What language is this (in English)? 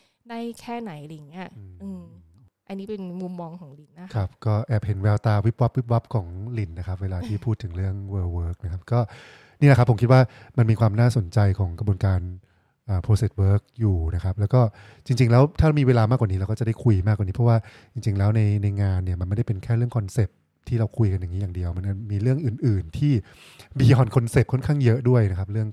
Thai